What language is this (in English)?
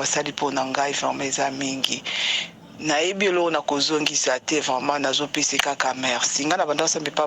Lingala